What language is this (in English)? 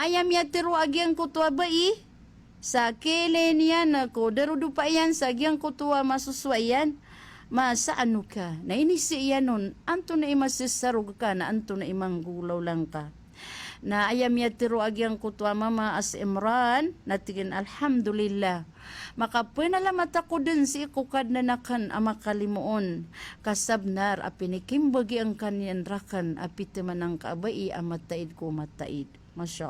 Maranao